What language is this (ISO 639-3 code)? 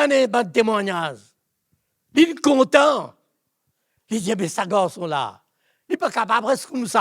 mfe